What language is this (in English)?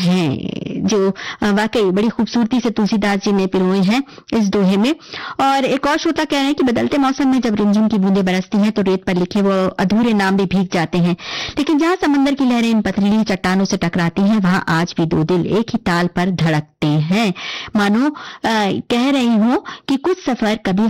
Hindi